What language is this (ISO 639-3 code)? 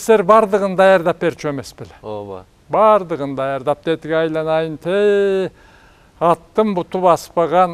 kir